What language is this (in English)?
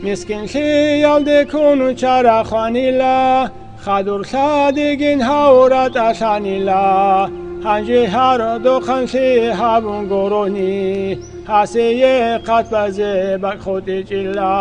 Avaric